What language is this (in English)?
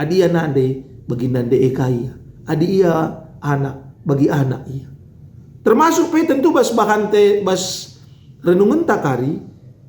Batak Karo